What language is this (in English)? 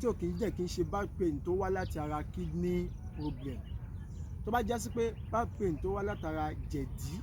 Yoruba